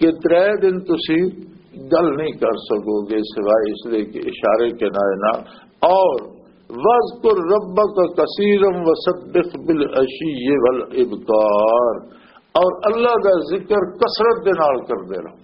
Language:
Western Panjabi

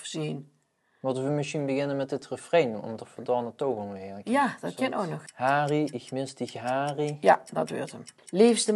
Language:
Limburgish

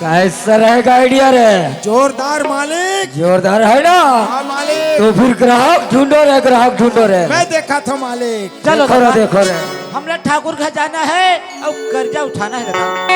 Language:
Chhattisgarhi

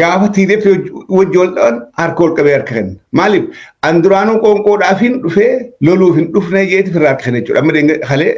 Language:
Oromo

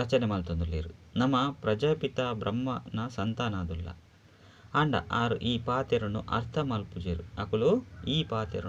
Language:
Tulu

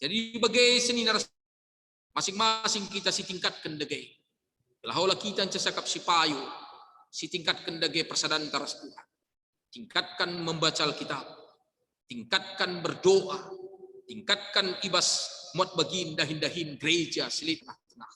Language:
Batak Karo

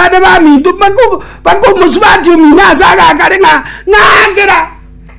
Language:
Gusii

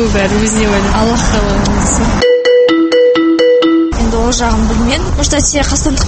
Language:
Kazakh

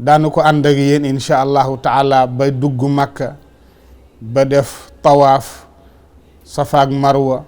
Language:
Wolof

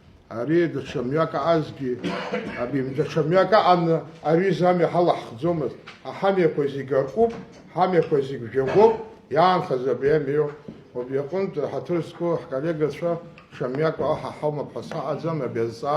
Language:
Abkhazian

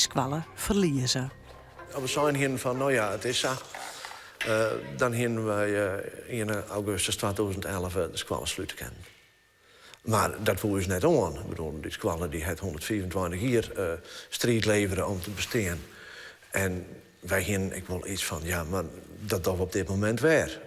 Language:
Western Frisian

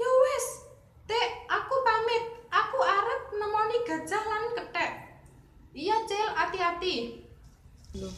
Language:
Javanese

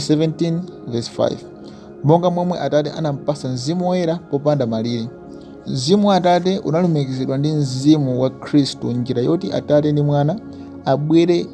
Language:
Nyanja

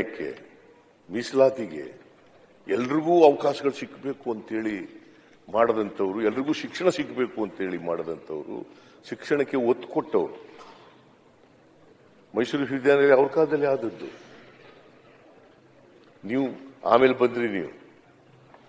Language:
Kannada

